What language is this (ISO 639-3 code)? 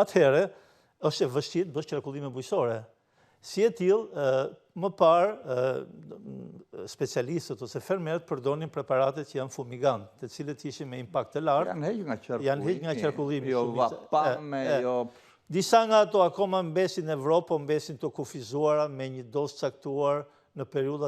sqi